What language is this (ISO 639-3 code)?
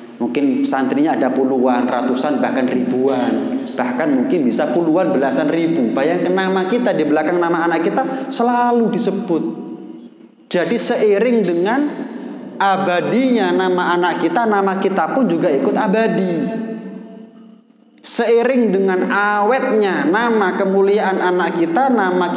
ind